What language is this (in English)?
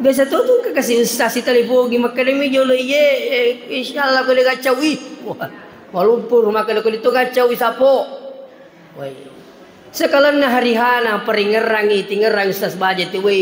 Buginese